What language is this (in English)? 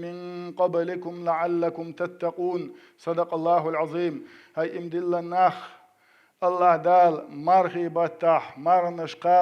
Chechen